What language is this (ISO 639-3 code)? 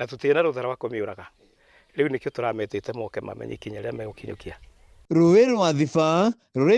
kik